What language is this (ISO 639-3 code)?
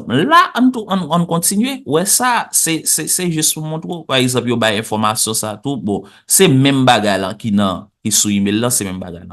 hat